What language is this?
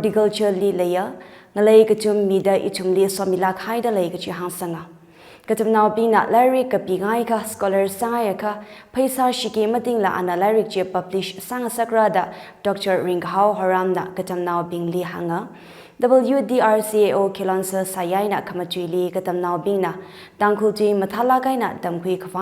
Tangkhul Naga (India)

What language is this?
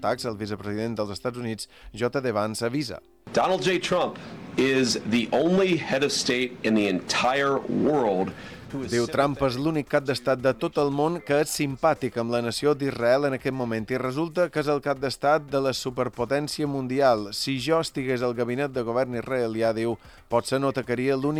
Catalan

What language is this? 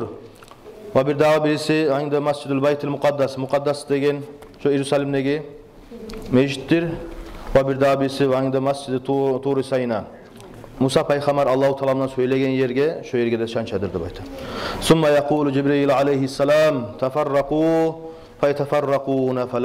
Kumyk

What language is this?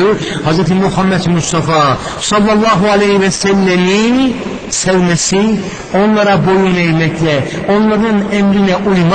Turkish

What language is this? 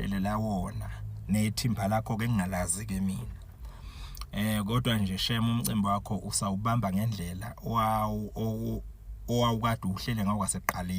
Zulu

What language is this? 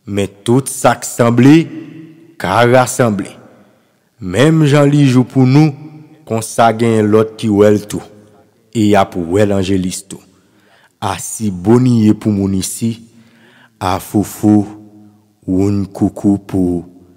Haitian Creole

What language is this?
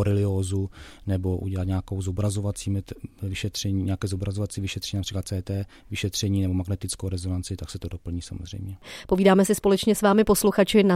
Czech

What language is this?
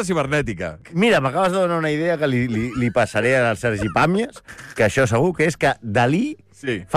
Catalan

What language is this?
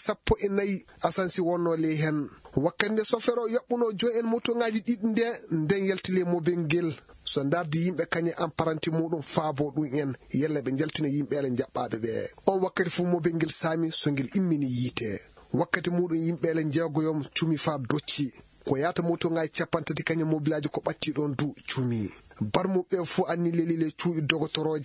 Fula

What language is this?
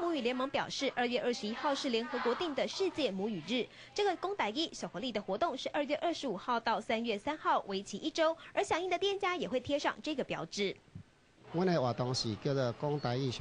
Min Nan Chinese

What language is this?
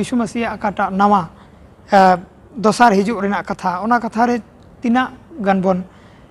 Santali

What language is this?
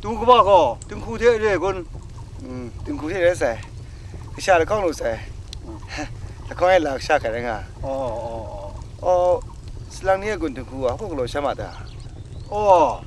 Kachin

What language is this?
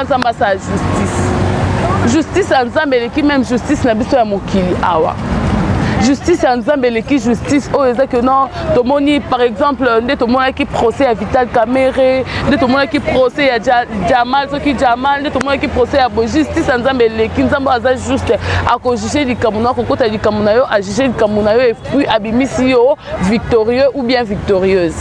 Lingala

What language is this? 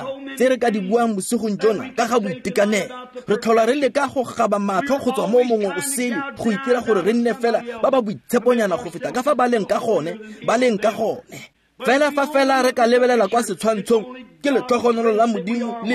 Tswana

